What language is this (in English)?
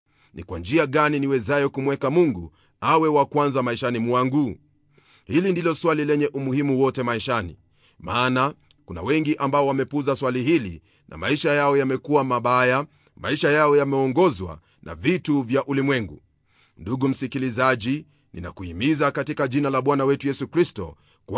Swahili